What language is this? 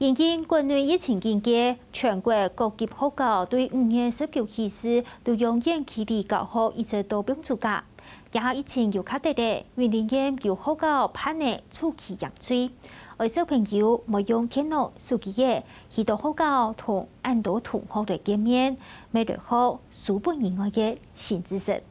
Hakka Chinese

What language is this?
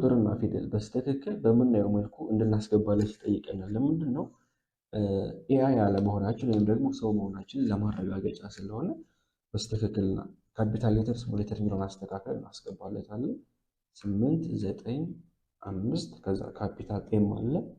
Amharic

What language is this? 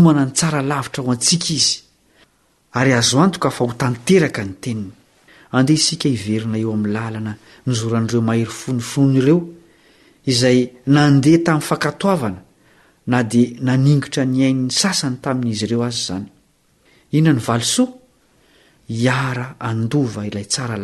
Malagasy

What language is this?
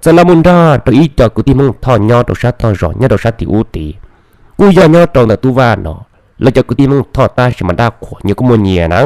Hmong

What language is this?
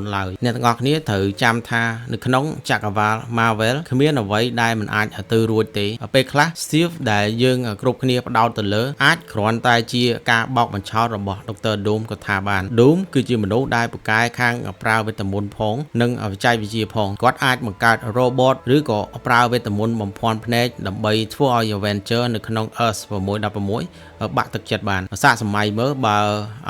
Khmer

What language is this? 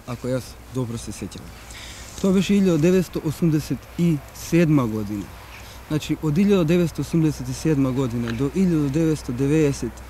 Macedonian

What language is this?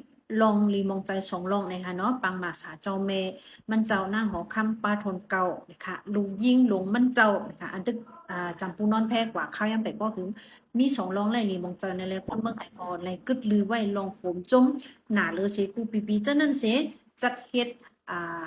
Shan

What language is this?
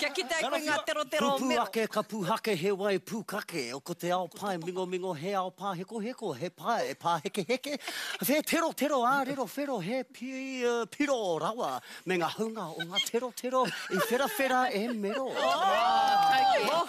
Māori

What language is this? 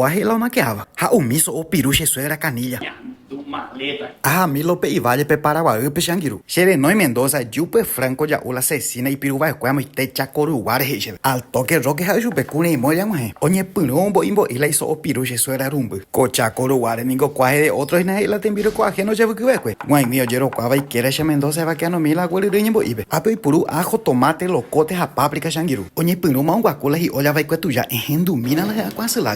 Guarani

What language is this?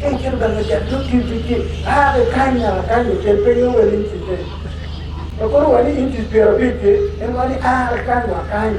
Acoli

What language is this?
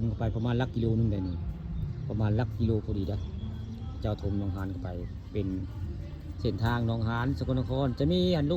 Northeastern Thai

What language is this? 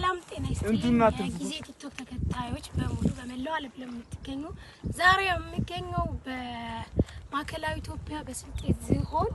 Amharic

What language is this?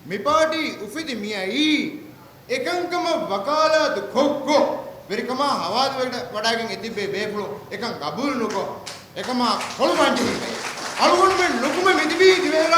Divehi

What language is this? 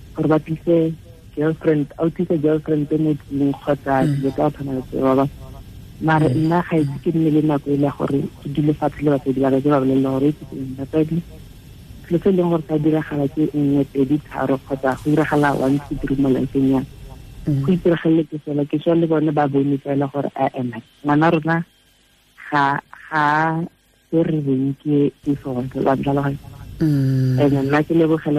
Tswana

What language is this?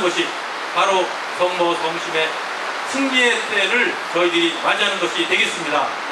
Korean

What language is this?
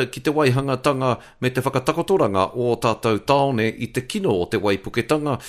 Māori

